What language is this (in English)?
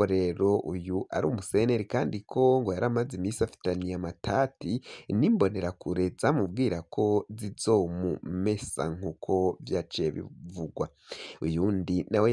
Rundi